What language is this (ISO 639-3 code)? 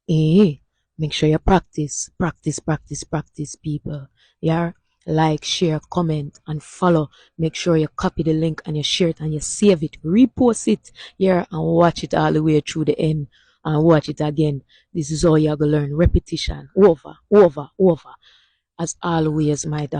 jam